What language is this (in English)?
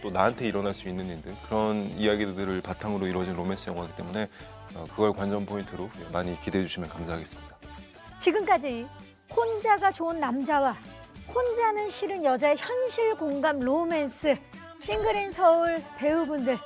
Korean